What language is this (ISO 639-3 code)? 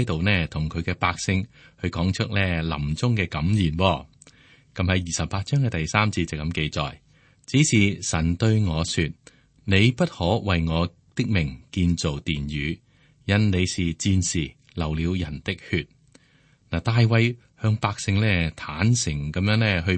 yue